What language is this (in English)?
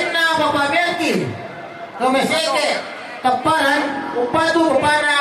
Toraja-Sa'dan